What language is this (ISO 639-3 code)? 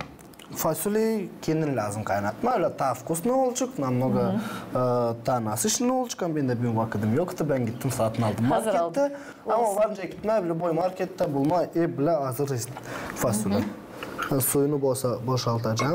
gag